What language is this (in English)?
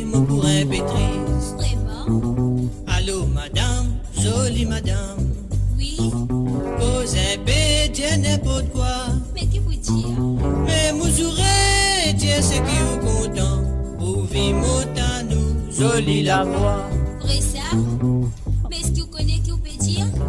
Morisyen